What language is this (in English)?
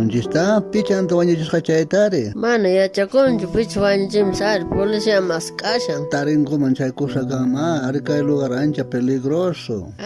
South Bolivian Quechua